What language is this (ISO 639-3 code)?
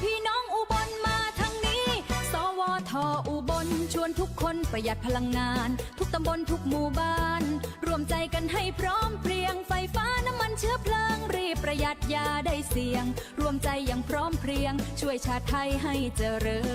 tts